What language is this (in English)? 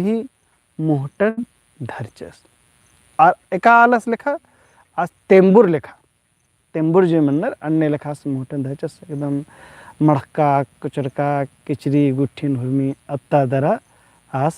Kurukh